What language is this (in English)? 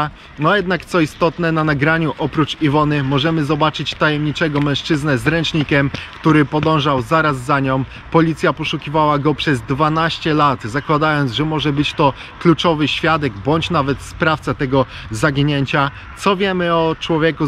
Polish